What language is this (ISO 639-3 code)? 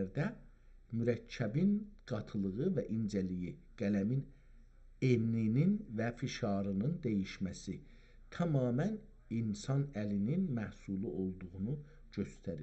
azb